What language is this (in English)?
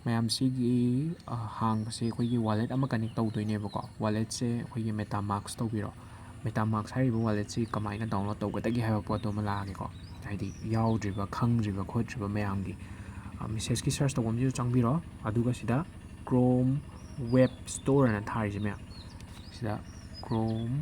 Manipuri